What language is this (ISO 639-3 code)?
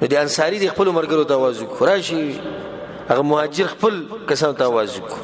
pus